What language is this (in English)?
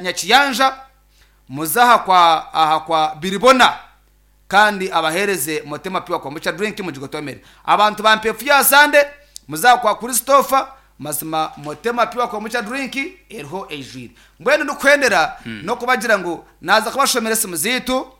Nyankole